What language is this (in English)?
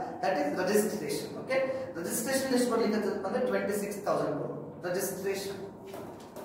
Kannada